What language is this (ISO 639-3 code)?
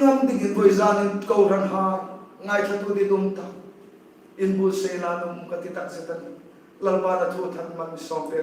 hmr